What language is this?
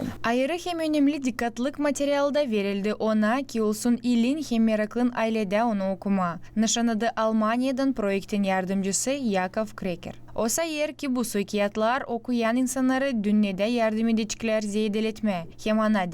Gagauz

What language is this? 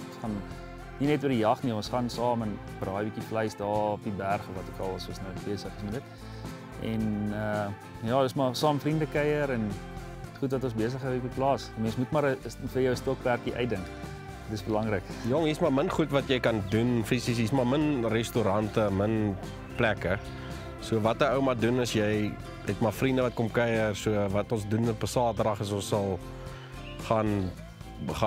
Afrikaans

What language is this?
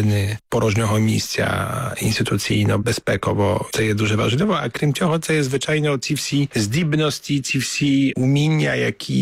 Ukrainian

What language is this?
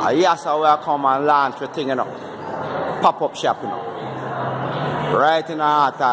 Jamaican Creole English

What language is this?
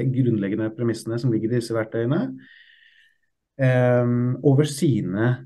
Norwegian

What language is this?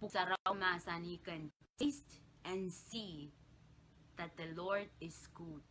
Pohnpeian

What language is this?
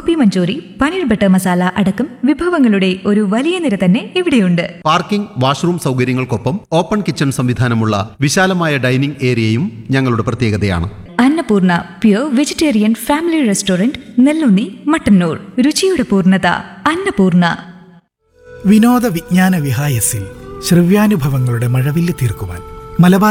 Malayalam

